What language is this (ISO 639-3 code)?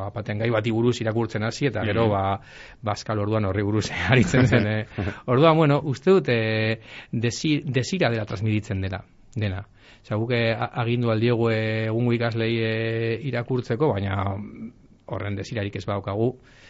eus